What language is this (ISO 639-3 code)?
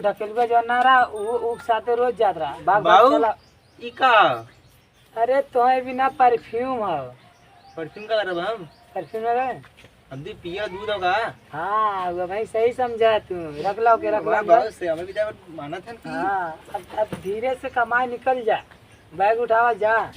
awa